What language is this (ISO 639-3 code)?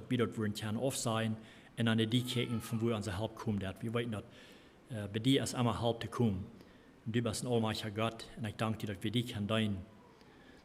pdt